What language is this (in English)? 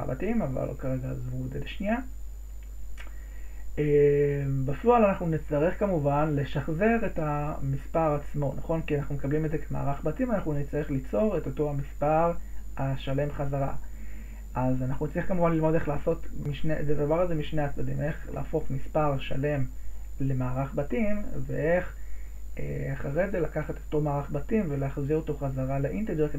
Hebrew